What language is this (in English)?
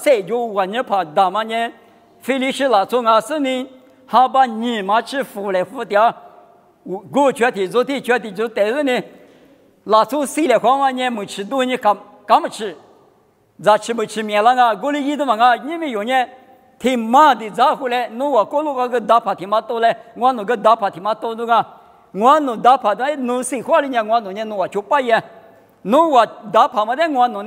Lisu